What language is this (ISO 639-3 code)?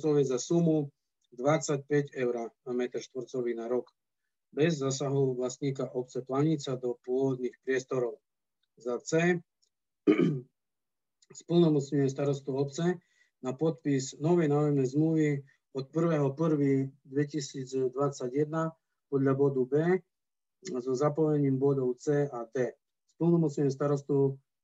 slk